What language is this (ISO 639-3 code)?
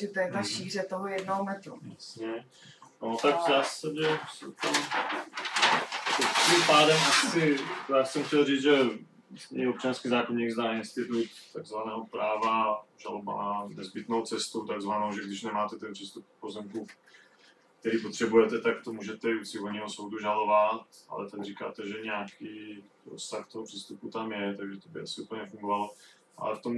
ces